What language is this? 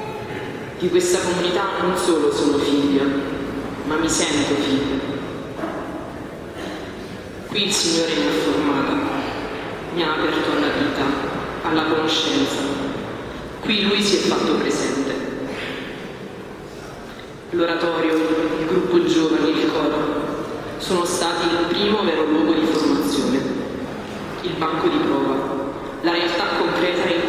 Italian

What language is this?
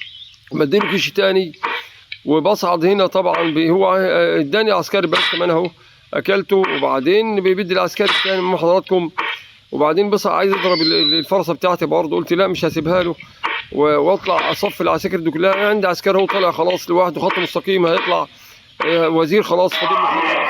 Egyptian Arabic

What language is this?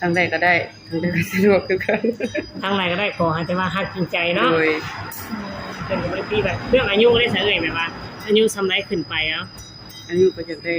Lao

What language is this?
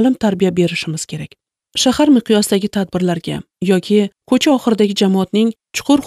Uzbek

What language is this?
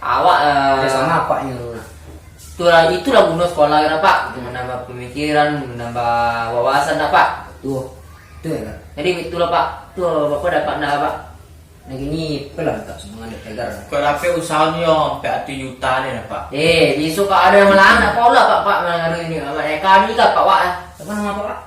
Minangkabau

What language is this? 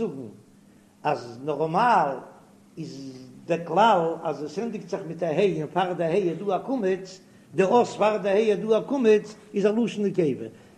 Yiddish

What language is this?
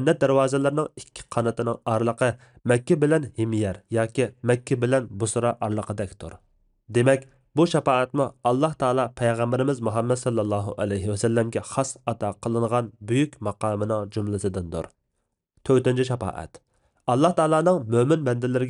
Uyghur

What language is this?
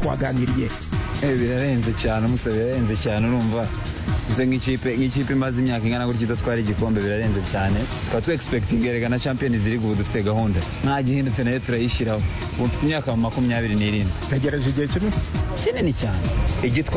Kinyarwanda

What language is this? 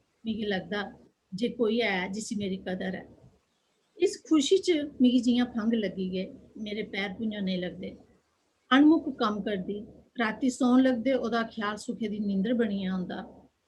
Dogri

